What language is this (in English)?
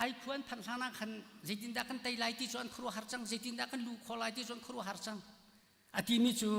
Hakha Chin